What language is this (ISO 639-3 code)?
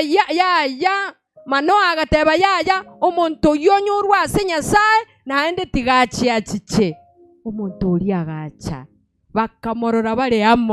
guz